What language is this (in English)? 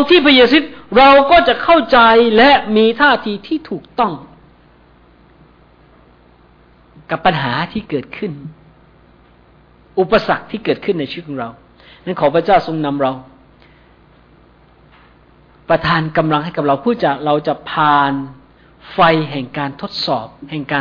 Thai